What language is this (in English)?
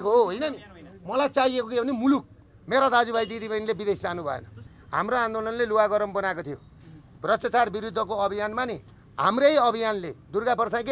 Nepali